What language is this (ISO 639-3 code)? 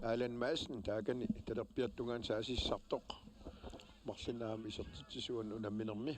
kal